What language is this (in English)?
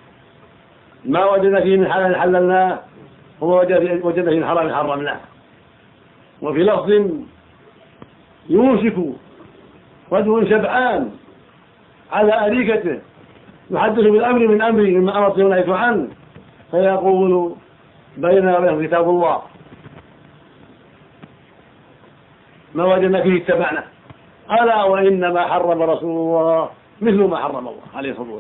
Arabic